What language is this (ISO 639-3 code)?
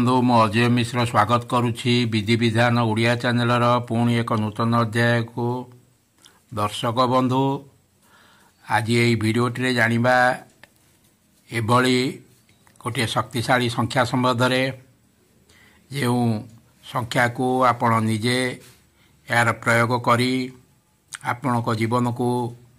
ori